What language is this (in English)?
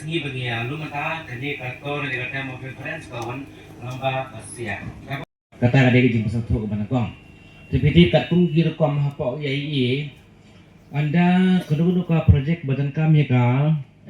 Khasi